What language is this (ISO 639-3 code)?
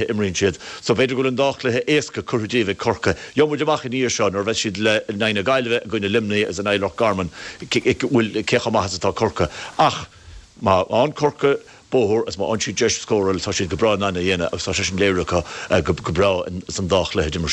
gle